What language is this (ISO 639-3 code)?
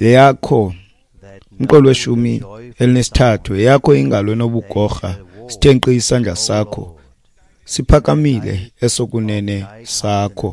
xho